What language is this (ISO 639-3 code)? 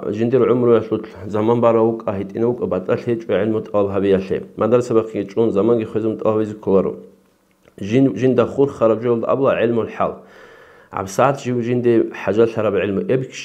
ava